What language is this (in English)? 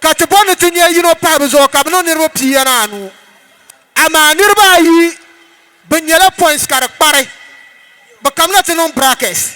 Dagbani